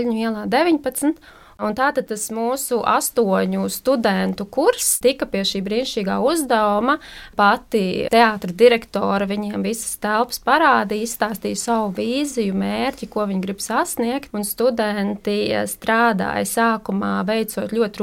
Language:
Latvian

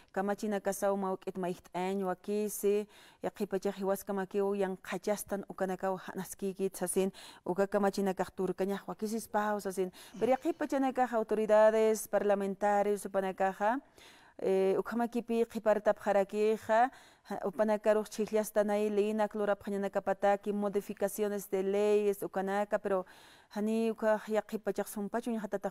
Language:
Aymara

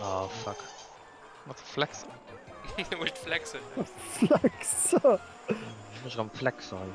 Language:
Luxembourgish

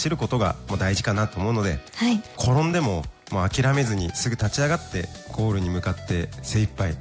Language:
Japanese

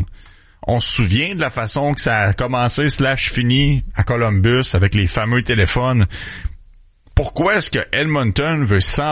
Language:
French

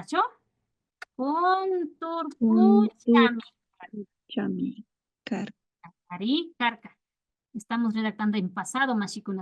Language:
Imbabura Highland Quichua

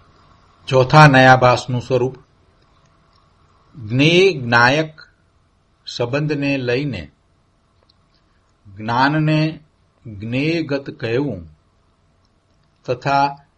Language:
Gujarati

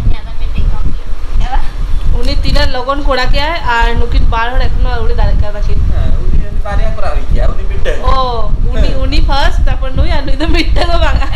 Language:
Santali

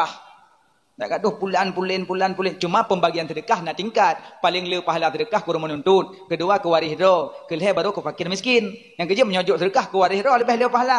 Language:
Achinese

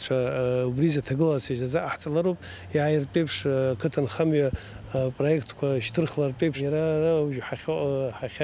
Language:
Abkhazian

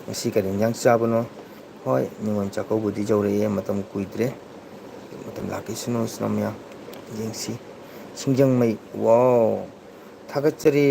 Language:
Manipuri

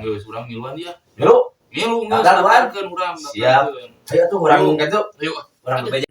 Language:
Sundanese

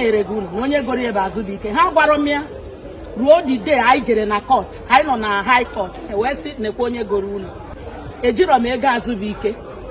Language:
Igbo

